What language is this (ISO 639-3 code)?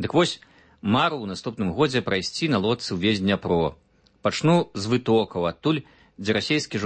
bel